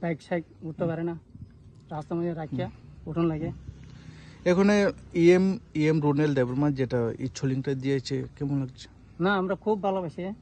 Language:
Kok Borok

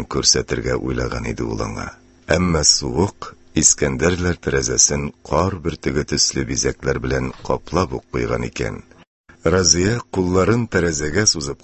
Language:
Tatar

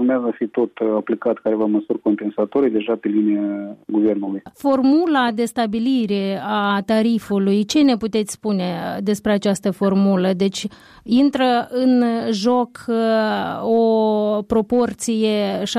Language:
Romanian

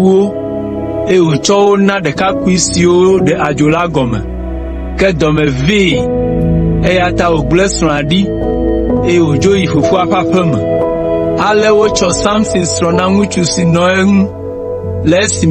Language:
Ewe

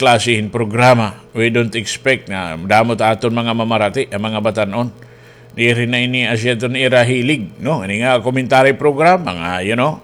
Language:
Waray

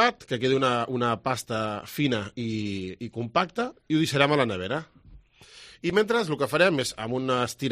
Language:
Catalan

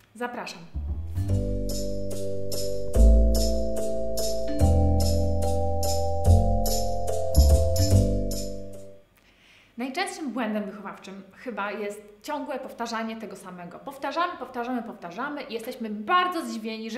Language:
Polish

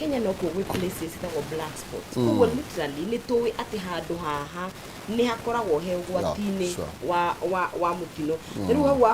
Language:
Kikuyu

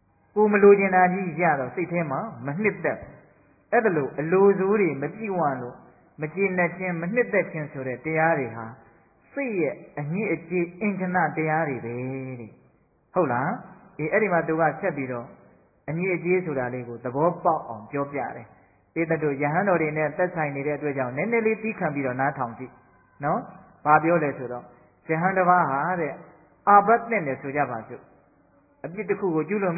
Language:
Burmese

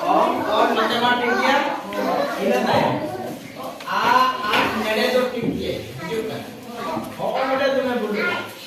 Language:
Santali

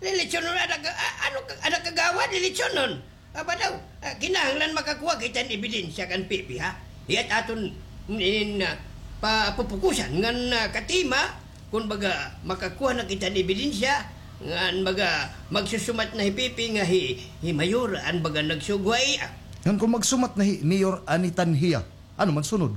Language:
Waray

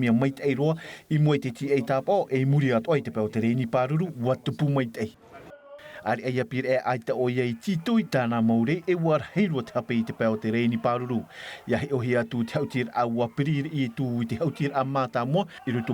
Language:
Tahitian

